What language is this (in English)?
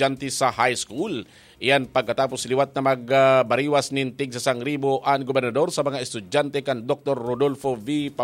Bikol